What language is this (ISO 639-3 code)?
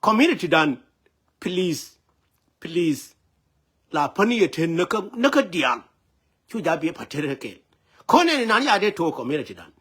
nus